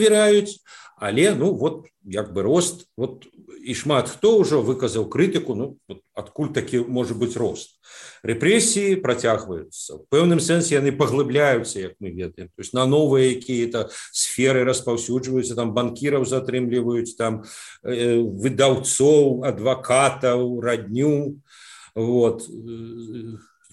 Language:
Belarusian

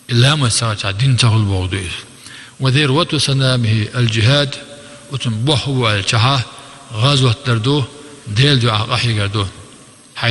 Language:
Chechen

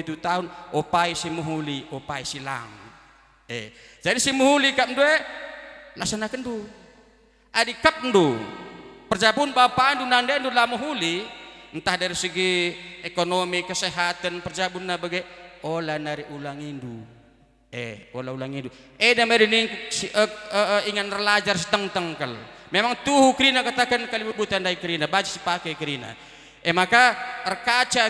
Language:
Batak Karo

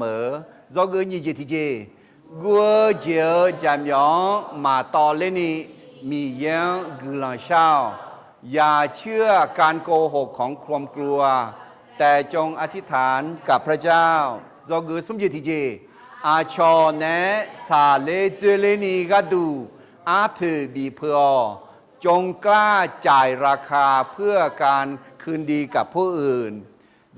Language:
Akha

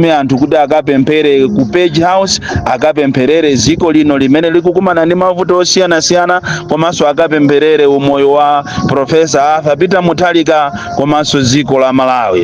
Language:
Nyanja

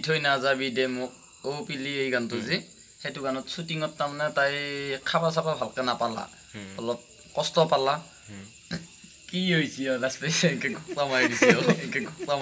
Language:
Assamese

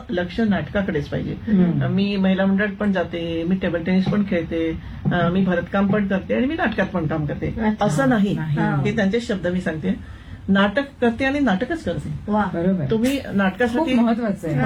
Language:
Marathi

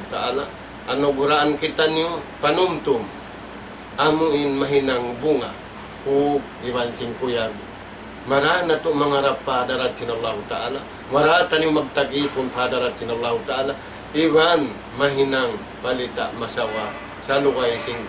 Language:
Tausug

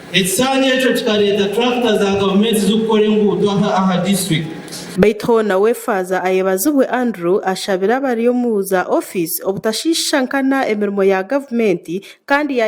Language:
Nyankole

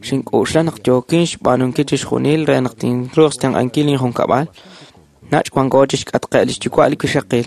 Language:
Kekchí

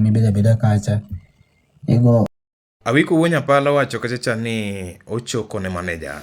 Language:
Luo (Kenya and Tanzania)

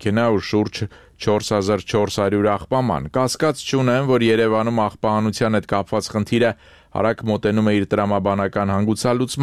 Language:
Armenian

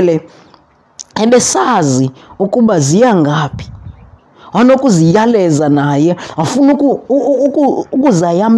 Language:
Xhosa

